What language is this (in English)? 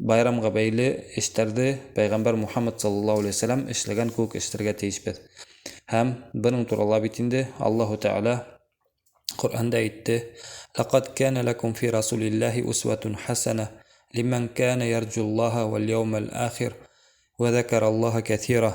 Bashkir